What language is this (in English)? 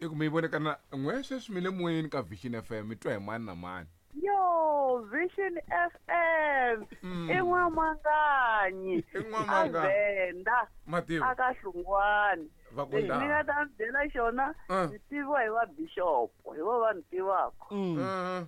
Tsonga